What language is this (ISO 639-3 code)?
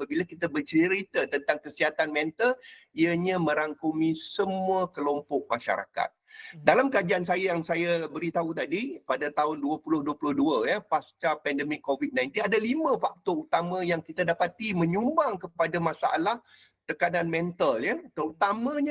msa